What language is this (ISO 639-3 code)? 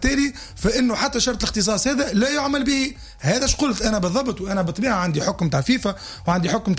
aeb